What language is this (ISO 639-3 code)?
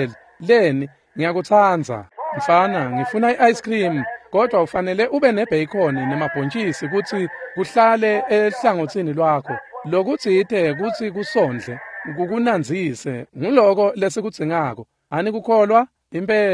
ssw